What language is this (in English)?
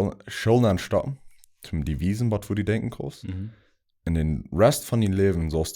Plautdietsch